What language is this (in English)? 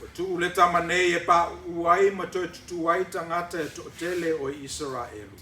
Samoan